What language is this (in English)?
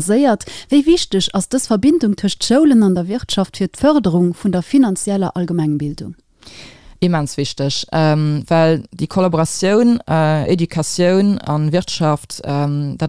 Luxembourgish